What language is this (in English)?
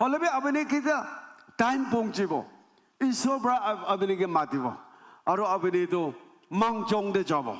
Naga Pidgin